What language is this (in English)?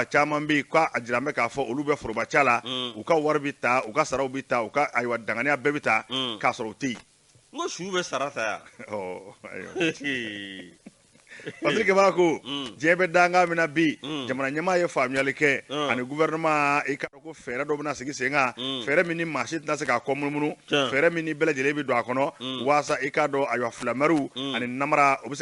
Bambara